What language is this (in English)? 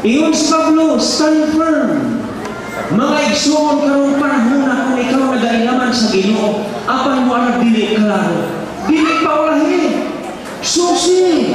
Cebuano